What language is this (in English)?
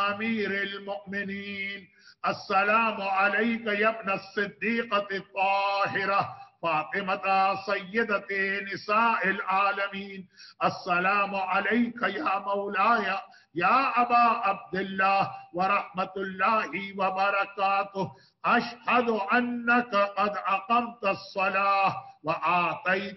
Urdu